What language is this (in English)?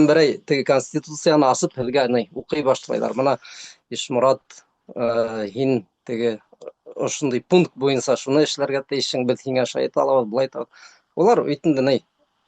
Bashkir